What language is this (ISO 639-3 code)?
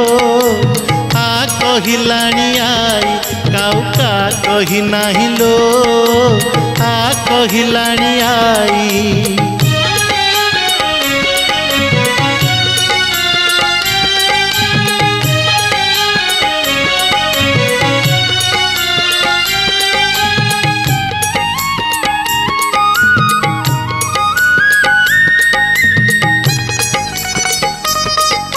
ori